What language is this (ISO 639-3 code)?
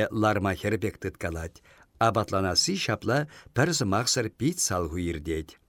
chv